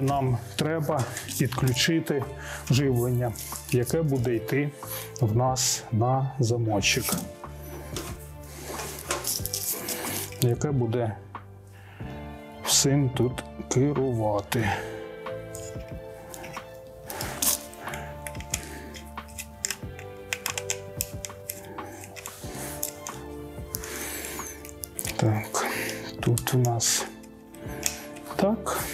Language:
Ukrainian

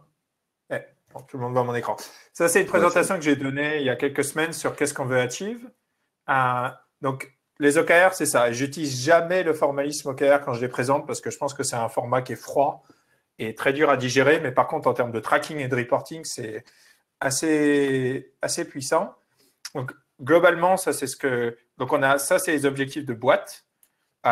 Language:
French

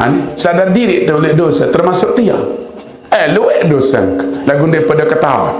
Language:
Sasak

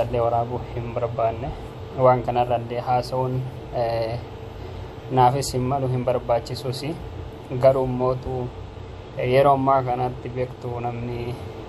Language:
Oromo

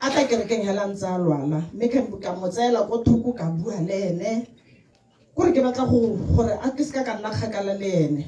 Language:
Tswana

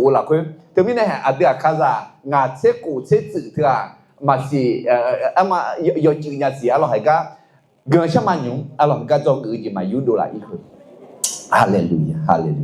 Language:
Akha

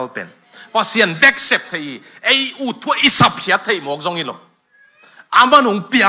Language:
Tedim Chin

